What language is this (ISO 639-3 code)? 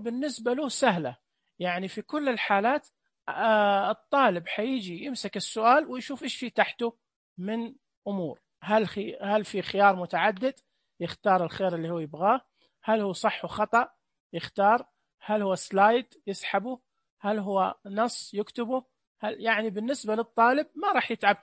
ars